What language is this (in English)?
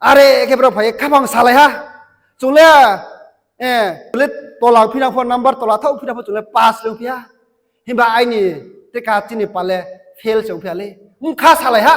Riang (India)